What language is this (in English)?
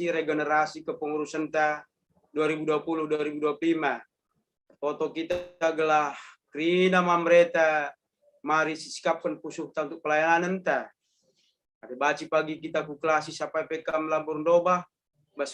Batak Karo